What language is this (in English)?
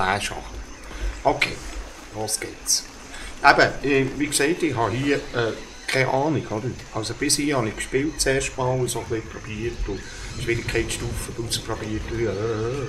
Swiss German